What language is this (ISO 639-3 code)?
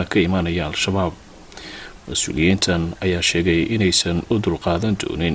som